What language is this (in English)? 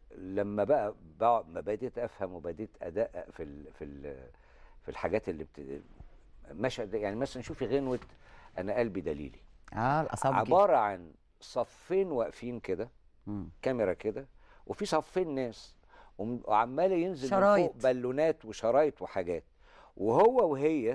Egyptian Arabic